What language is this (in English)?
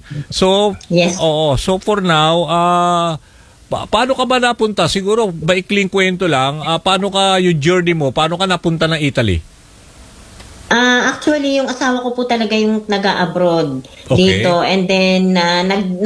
Filipino